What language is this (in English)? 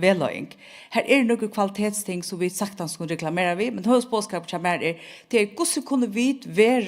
Faroese